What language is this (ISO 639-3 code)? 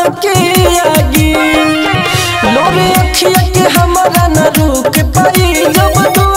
bho